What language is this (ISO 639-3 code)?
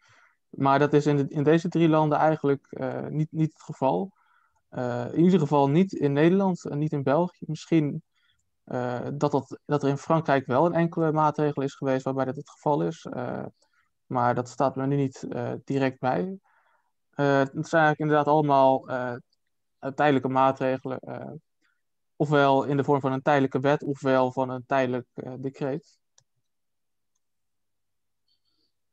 nld